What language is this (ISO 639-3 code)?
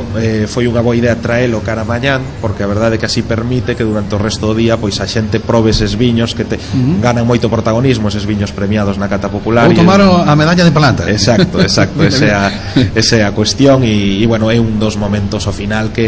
glg